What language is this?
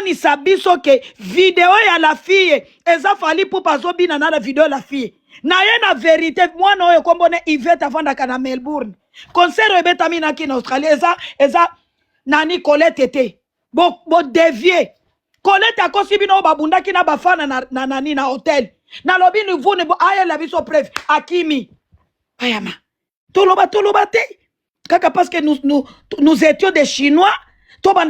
Lingala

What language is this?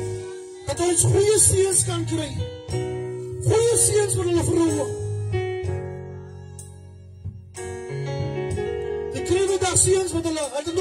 Afrikaans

